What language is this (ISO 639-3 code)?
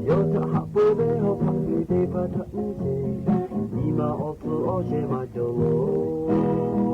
lhu